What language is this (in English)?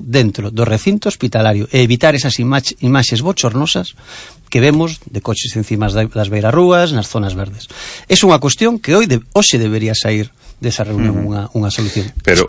Galician